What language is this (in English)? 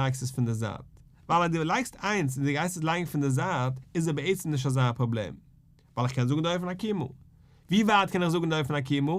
Yiddish